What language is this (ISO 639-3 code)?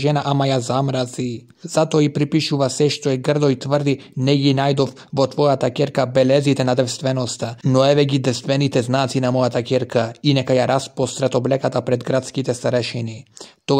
mkd